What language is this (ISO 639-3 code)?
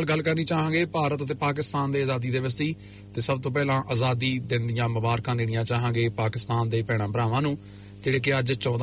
pan